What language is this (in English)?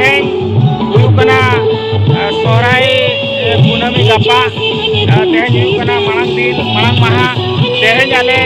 Santali